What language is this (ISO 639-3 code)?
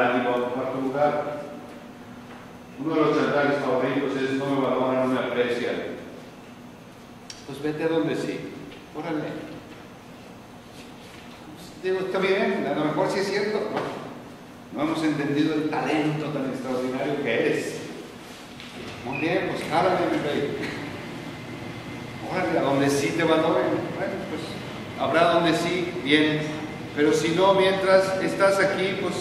spa